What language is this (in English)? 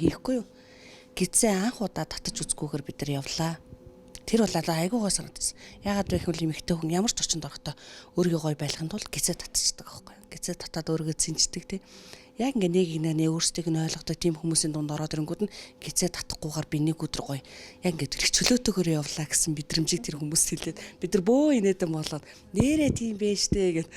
Mongolian